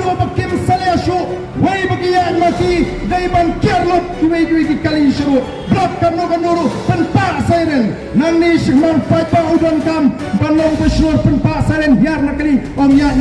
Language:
Khasi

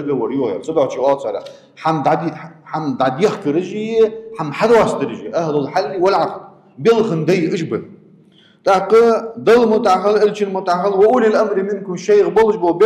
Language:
Ingush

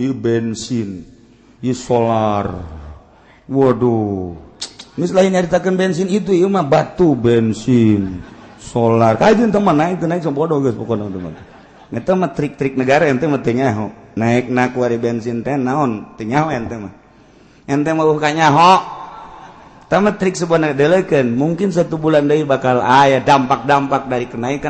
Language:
Sundanese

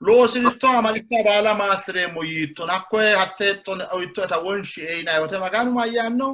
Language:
Sidamo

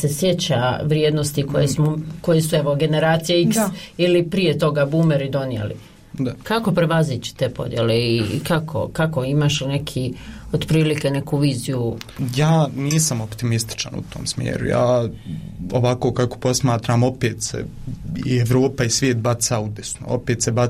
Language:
Bosnian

